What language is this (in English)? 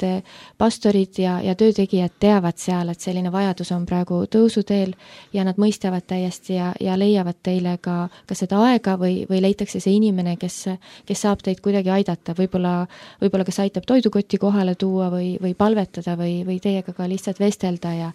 Estonian